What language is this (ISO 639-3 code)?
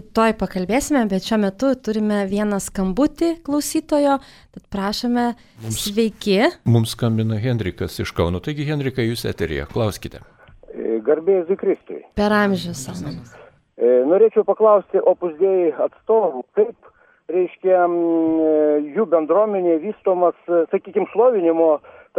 lit